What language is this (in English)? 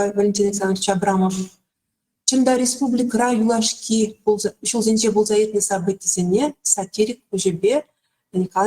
Chuvash